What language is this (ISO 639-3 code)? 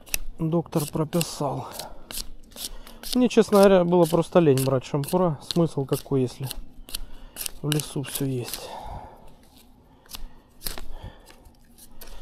rus